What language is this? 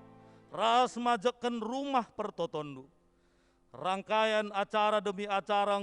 Batak Karo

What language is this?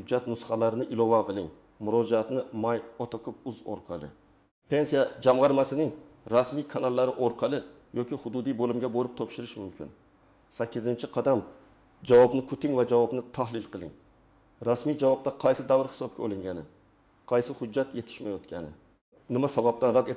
Uzbek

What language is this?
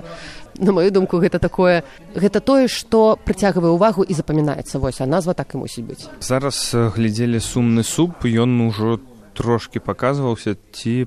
Belarusian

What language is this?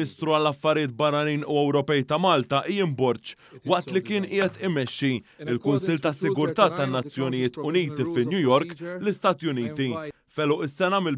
Maltese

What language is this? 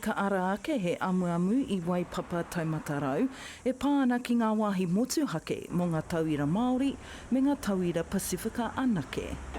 Māori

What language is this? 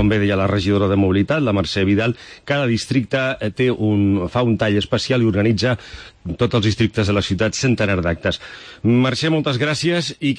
Catalan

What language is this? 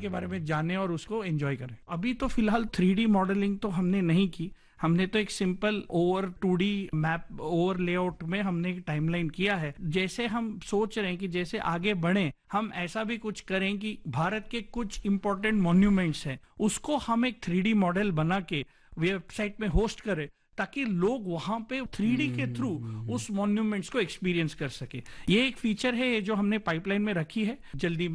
Hindi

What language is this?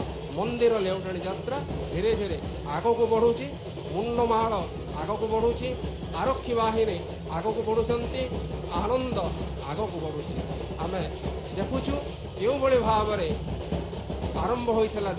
Odia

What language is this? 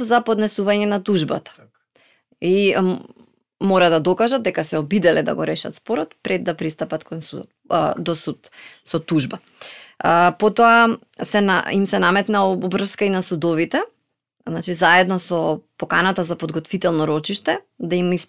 Macedonian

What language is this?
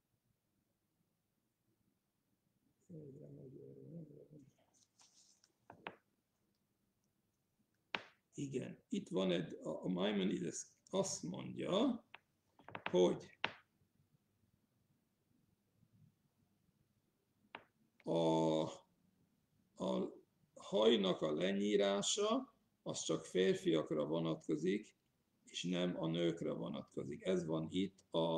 Hungarian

